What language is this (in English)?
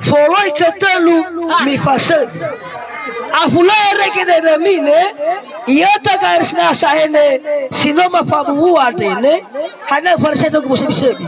Nias